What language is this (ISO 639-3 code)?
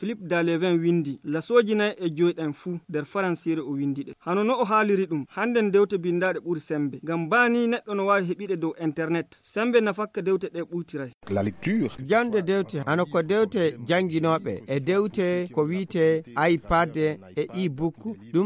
fuv